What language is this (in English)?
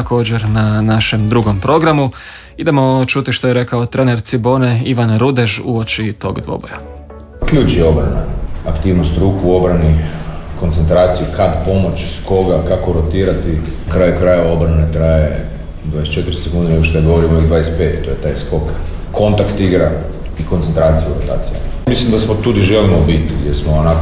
Croatian